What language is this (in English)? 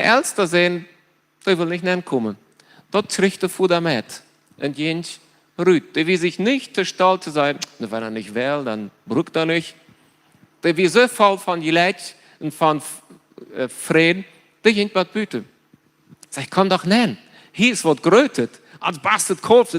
Plautdietsch